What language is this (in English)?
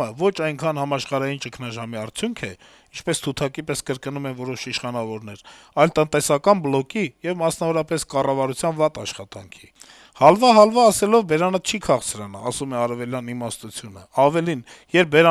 Armenian